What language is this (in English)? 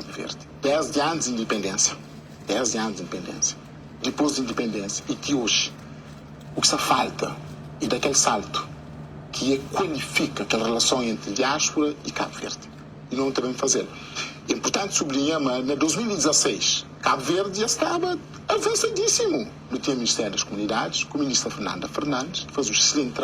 Kabuverdianu